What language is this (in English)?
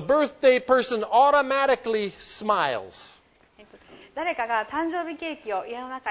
Japanese